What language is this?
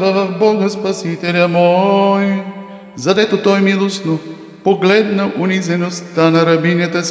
Bulgarian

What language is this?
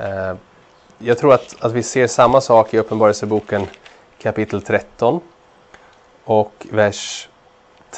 Swedish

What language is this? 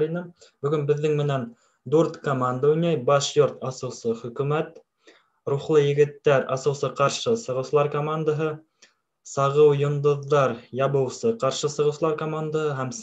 Bashkir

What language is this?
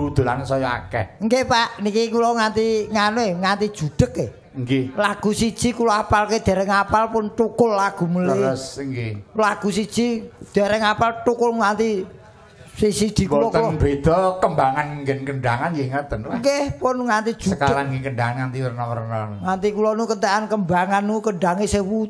Javanese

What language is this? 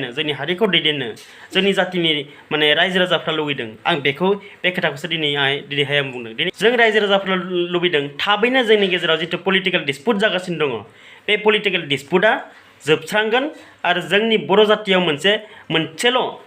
Bodo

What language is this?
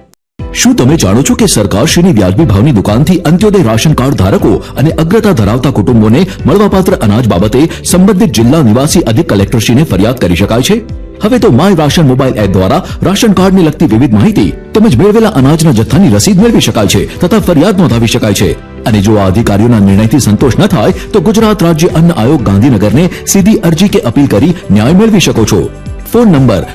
Gujarati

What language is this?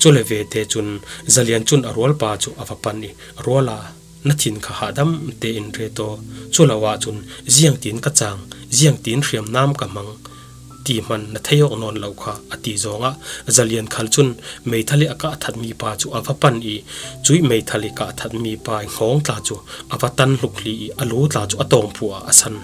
Falam Chin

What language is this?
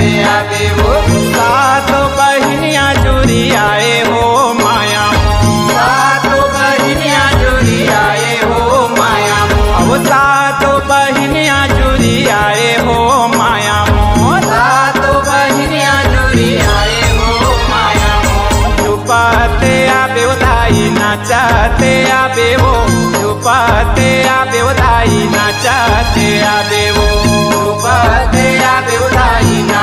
Chhattisgarhi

